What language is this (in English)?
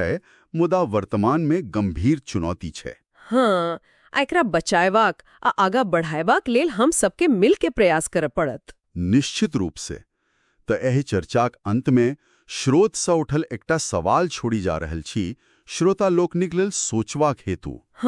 Maithili